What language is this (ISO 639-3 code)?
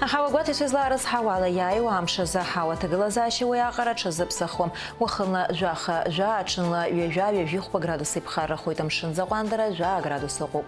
abk